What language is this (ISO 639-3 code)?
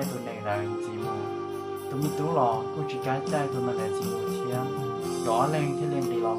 hmn